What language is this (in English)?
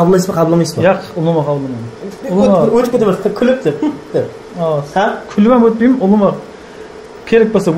Kara-Kalpak